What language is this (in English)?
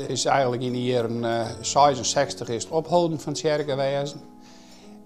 Western Frisian